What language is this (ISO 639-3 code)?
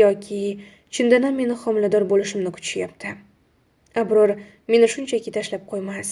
uzb